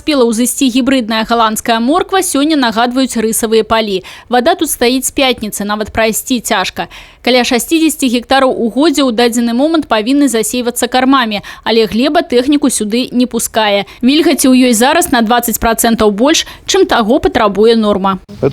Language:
Belarusian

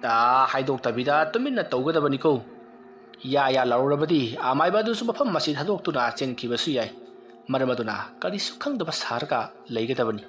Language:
Manipuri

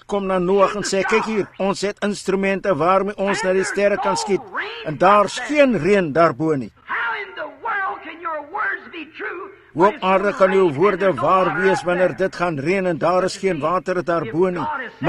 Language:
Afrikaans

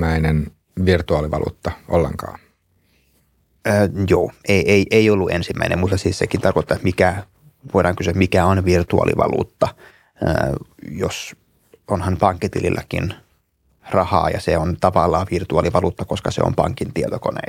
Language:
Finnish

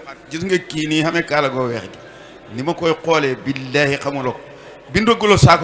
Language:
Wolof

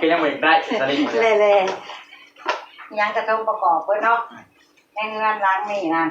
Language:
Northeastern Thai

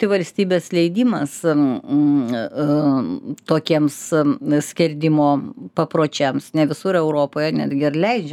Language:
Lithuanian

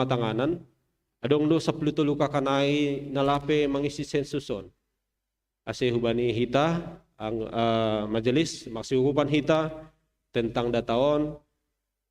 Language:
Batak Simalungun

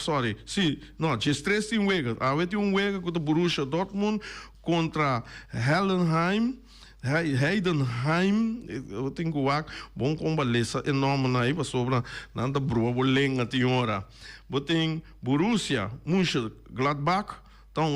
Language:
Papiamento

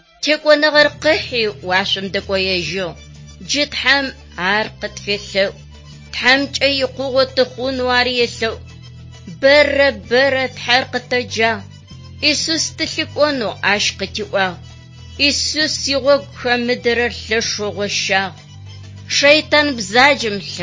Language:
Adyghe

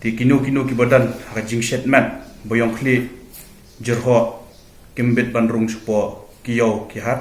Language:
Khasi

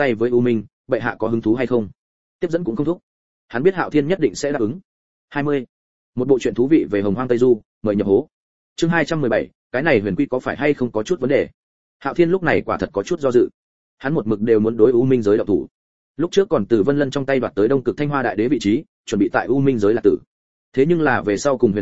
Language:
Vietnamese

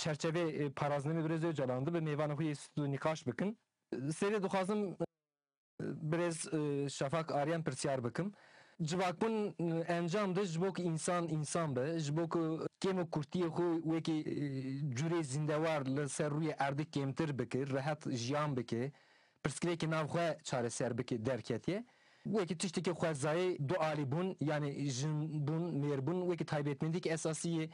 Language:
Kurdish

